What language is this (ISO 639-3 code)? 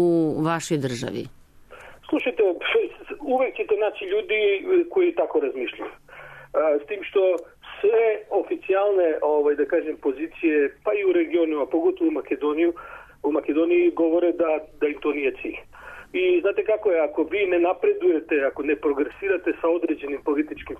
srp